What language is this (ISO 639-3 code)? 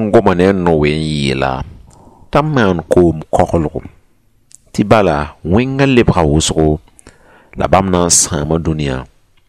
mos